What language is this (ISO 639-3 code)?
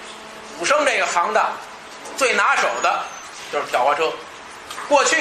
zho